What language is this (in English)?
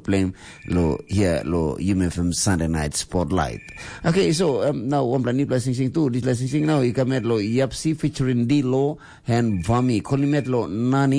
Tok Pisin